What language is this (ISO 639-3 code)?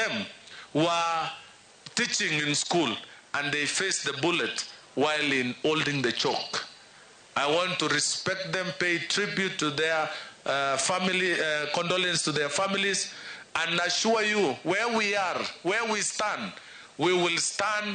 luo